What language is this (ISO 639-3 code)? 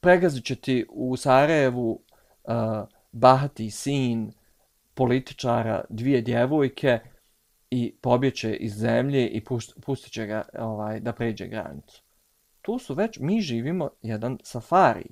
bos